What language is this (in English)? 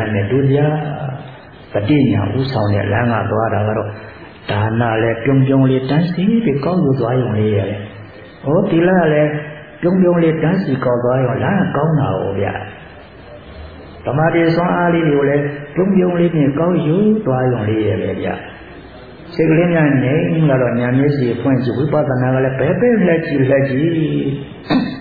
Burmese